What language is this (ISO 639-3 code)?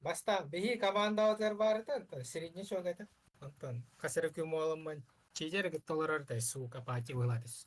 sah